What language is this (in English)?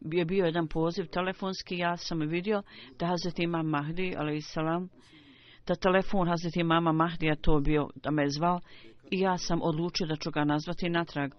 Bosnian